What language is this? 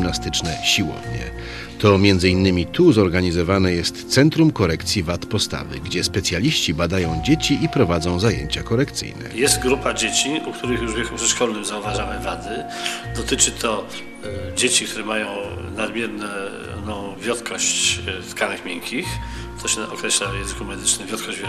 Polish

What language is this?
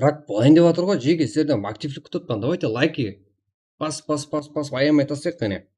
Kara-Kalpak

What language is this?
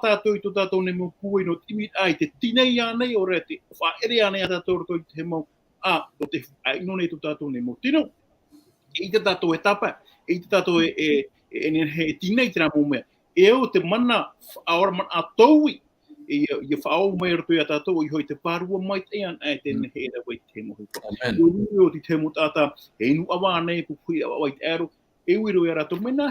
Tahitian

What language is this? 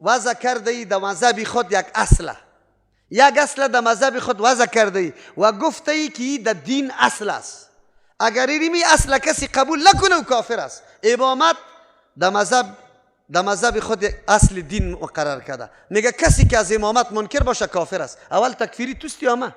Persian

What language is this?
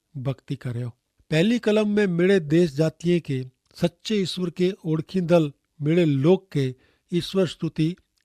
Kachhi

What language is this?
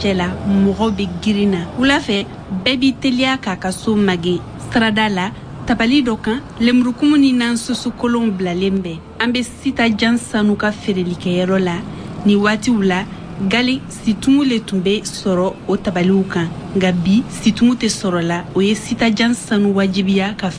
Bambara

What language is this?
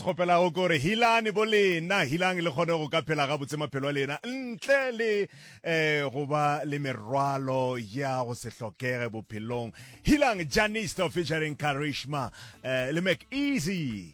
Northern Sotho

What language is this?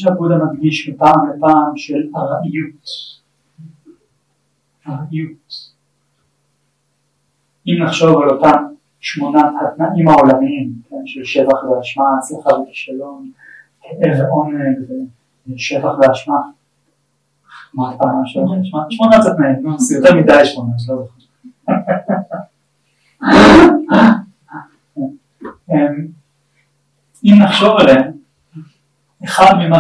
Hebrew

